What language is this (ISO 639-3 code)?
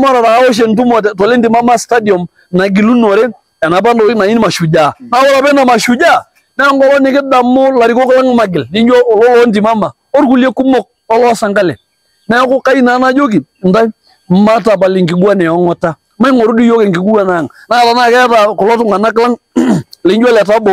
mas